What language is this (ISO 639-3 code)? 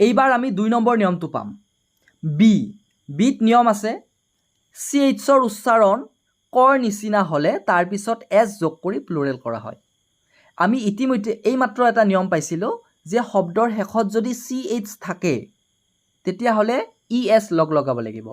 asm